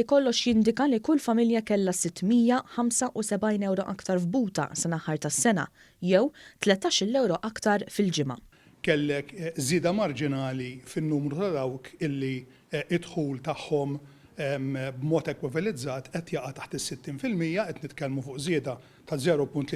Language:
Maltese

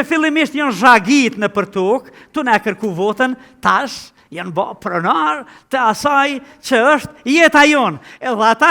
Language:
Albanian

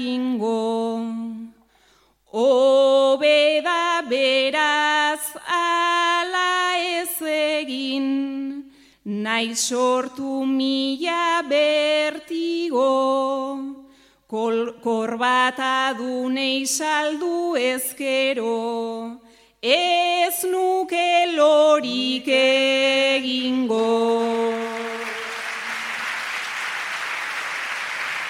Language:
Basque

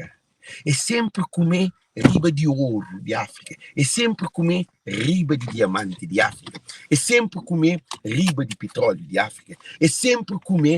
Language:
Kabuverdianu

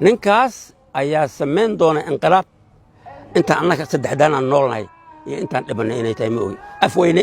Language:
Somali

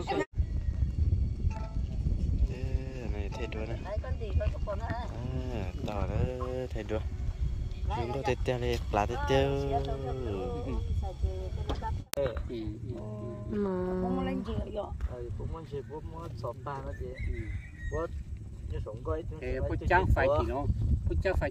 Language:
Vietnamese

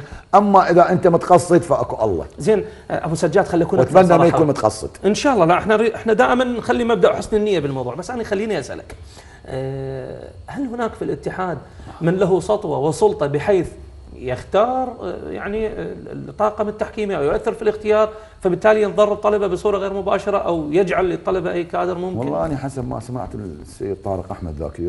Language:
Mesopotamian Arabic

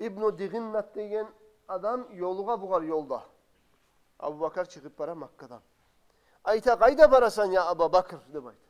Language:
Kumyk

